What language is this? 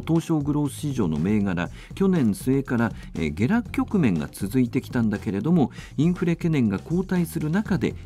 Japanese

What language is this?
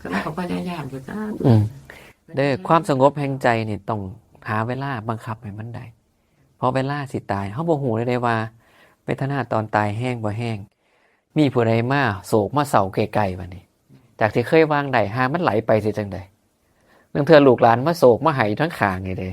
Northeastern Thai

